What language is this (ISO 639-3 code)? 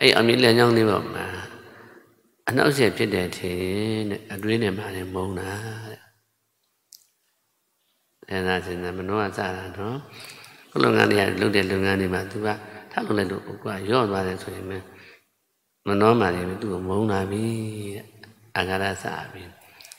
mya